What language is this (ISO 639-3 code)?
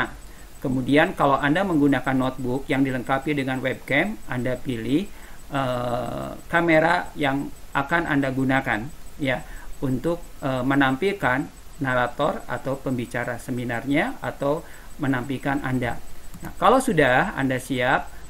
ind